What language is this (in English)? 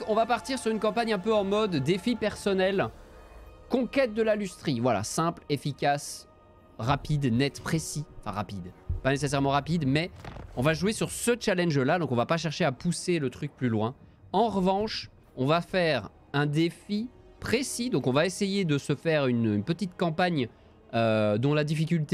French